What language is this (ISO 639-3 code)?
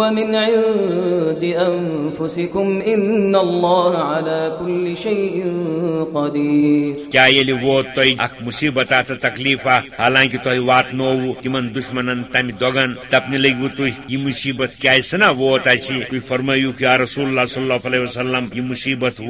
kas